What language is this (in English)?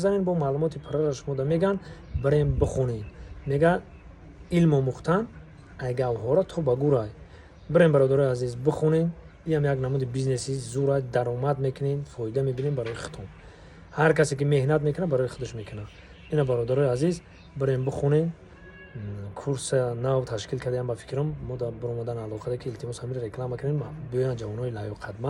Tajik